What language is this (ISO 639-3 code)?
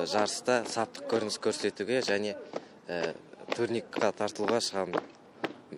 kaz